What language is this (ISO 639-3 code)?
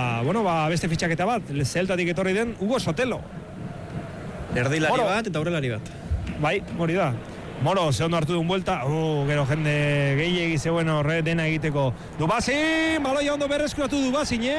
eus